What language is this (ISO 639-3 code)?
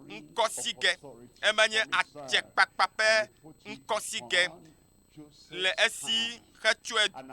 ewe